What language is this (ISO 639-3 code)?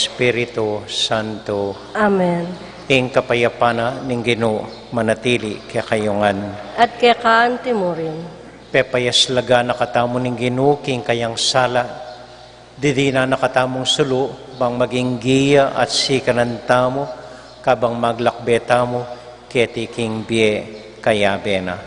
pam